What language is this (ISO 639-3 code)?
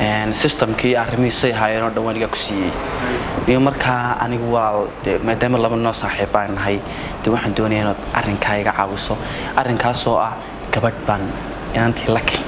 som